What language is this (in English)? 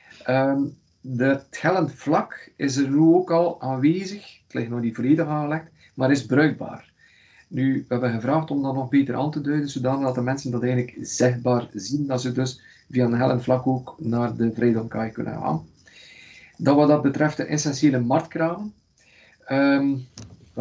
Dutch